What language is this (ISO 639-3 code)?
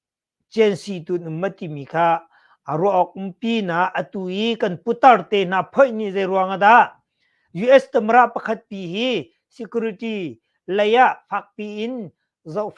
cnh